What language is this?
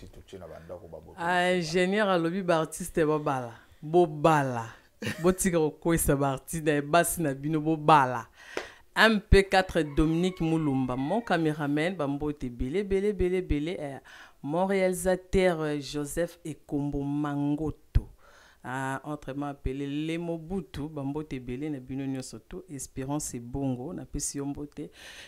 Lingala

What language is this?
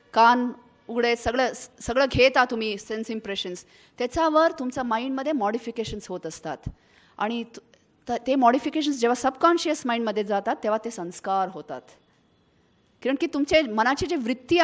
Marathi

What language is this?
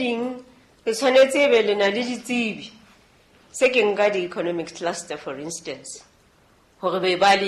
Southern Sotho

